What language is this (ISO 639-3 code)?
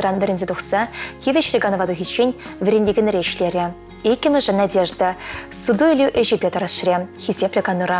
chv